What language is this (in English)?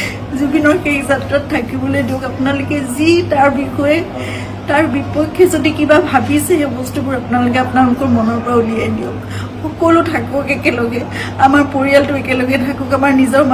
Assamese